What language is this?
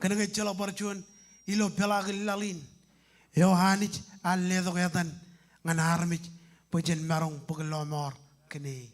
Marshallese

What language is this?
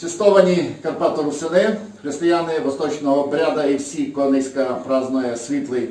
Rusyn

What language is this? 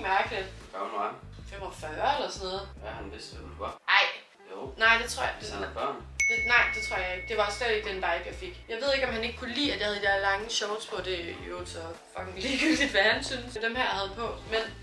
Danish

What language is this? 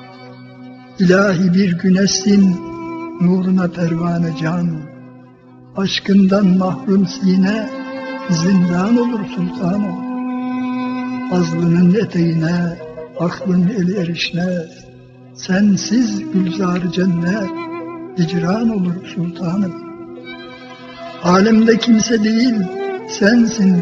Turkish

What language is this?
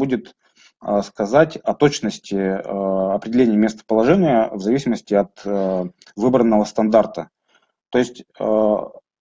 Russian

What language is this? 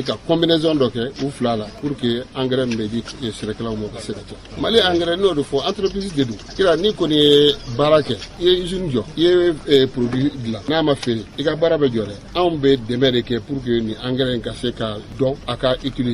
Bambara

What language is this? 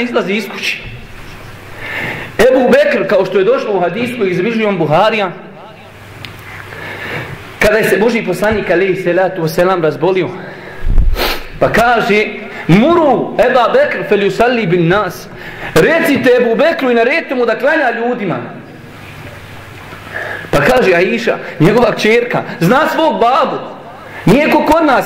Bosnian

